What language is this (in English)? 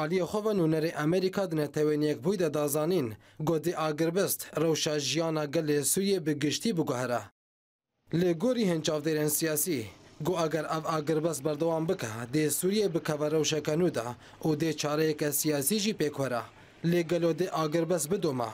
Kurdish